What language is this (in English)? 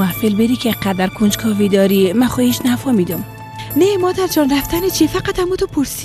Persian